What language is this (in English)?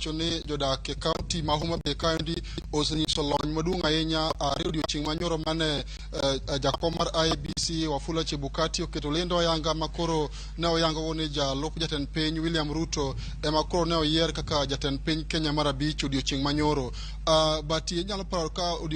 Luo (Kenya and Tanzania)